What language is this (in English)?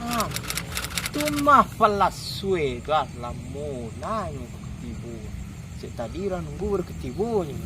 Minangkabau